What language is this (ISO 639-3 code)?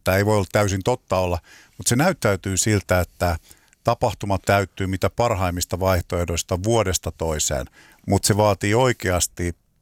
fin